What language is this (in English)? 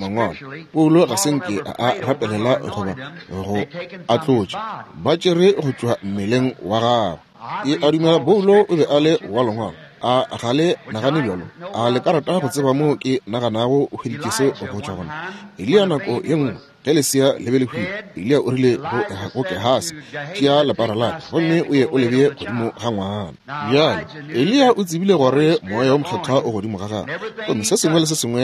Northern Sotho